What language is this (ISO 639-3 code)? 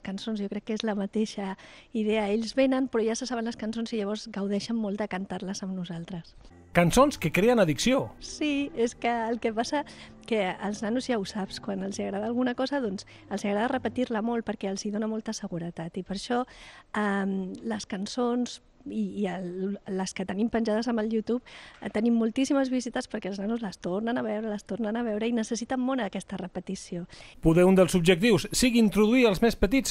cat